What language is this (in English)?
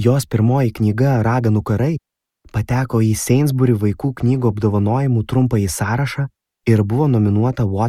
Lithuanian